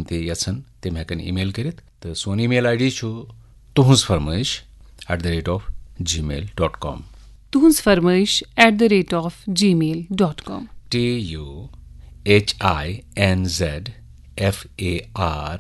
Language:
Kashmiri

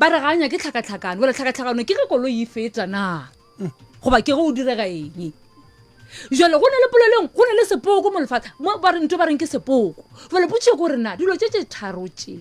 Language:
Northern Sotho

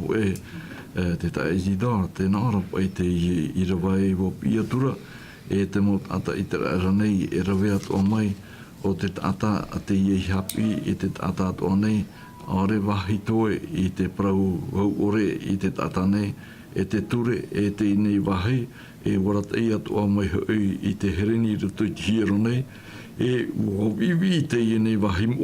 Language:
Tahitian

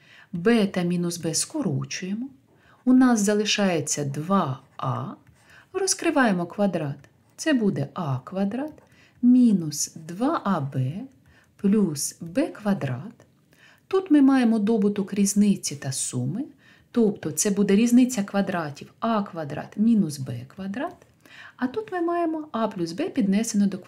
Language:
Ukrainian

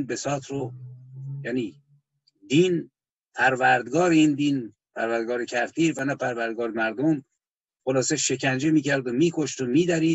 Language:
Persian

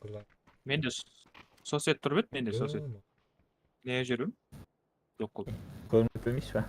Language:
Kara-Kalpak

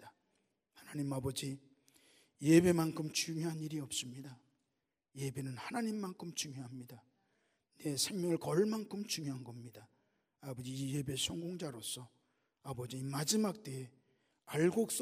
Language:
Korean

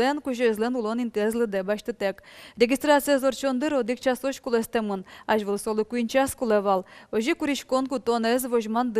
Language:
Udmurt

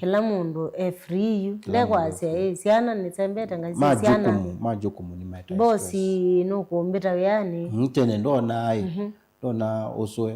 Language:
Kamba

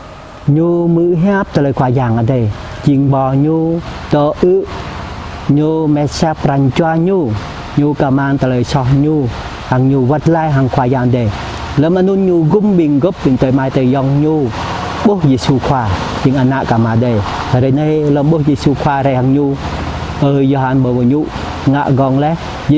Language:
Jarai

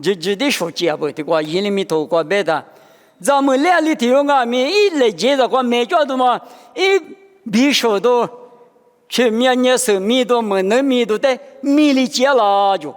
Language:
Lisu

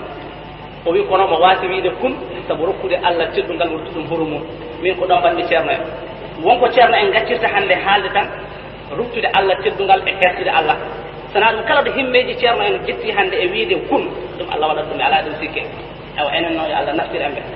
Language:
Fula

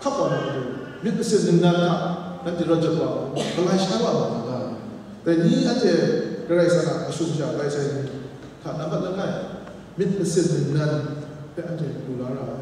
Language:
Kachin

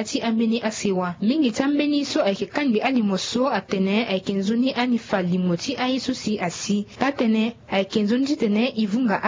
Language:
Sango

